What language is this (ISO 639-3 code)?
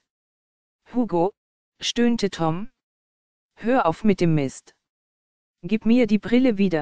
deu